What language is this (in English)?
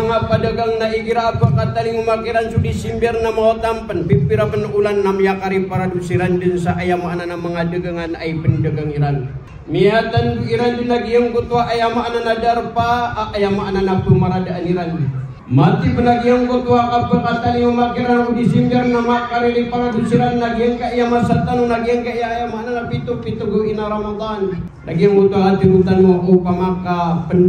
Maranao